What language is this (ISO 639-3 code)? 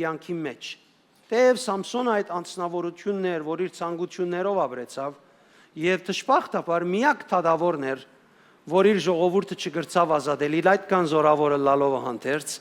hyw